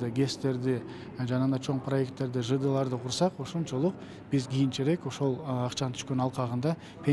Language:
Kyrgyz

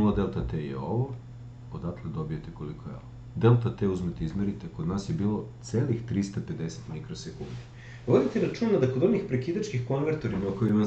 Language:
Serbian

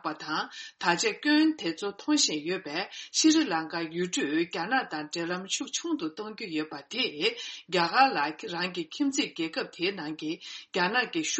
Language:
Tibetan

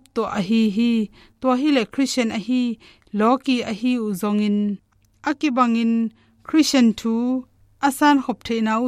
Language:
Tedim Chin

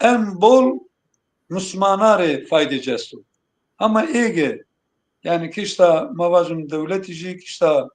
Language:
Zaza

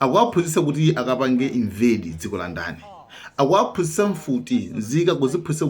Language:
Nyanja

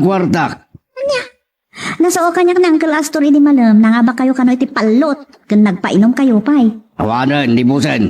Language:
Iloko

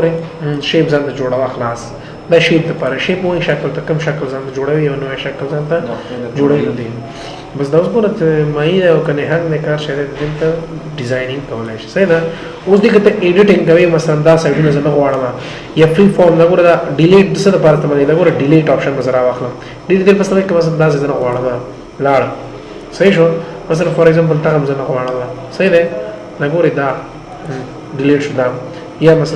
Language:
Pashto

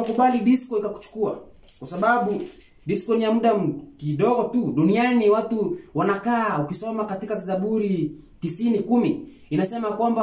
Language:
Swahili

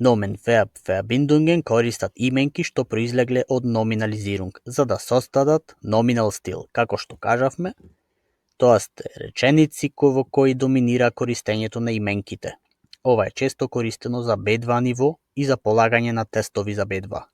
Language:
Macedonian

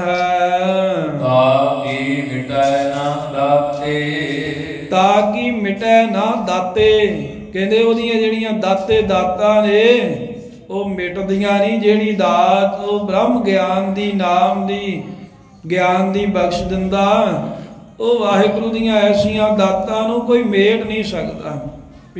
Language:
Punjabi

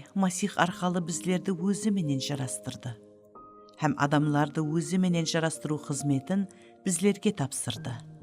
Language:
Kara-Kalpak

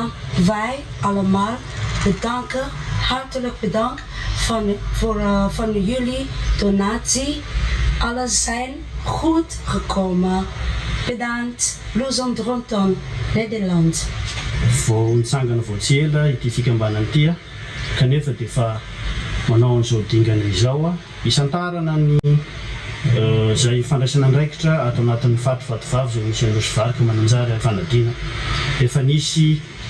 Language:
Malagasy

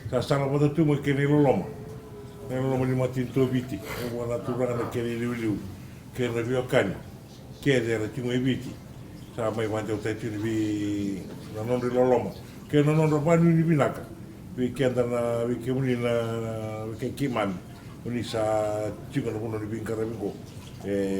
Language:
Fijian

